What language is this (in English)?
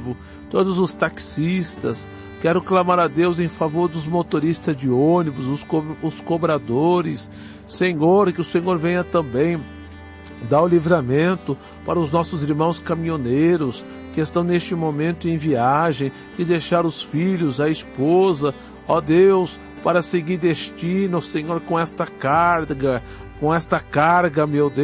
Portuguese